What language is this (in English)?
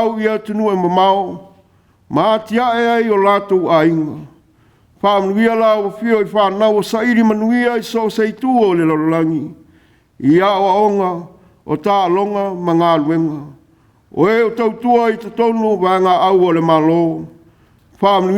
Samoan